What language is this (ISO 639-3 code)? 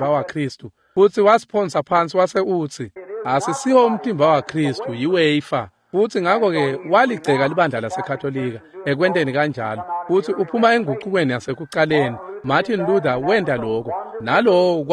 ssw